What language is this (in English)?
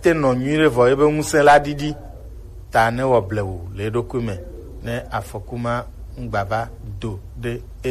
Gen